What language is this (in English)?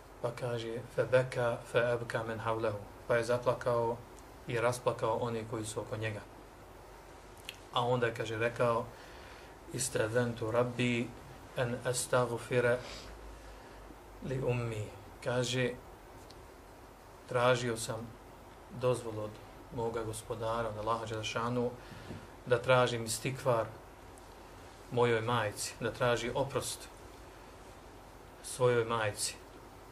Bosnian